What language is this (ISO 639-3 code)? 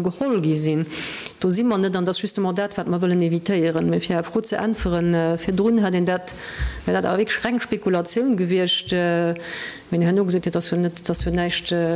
ltz